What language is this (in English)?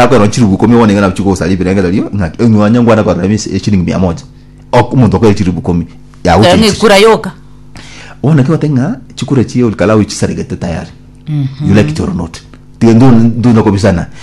Gusii